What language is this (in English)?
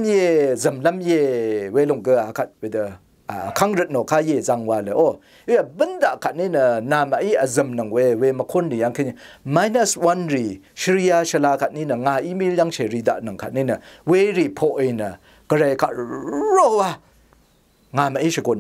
Rawang